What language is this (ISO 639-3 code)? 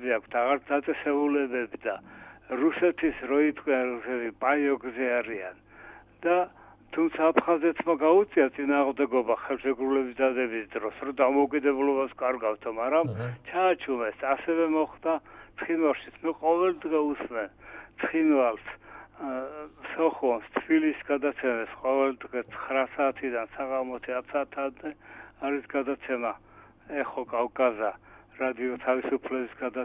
kat